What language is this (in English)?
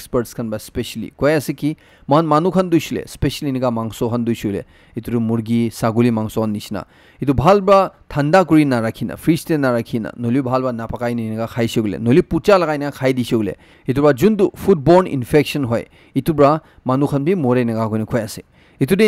Naga Pidgin